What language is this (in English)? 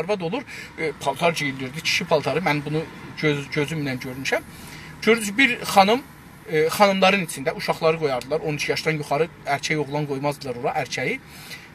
South Azerbaijani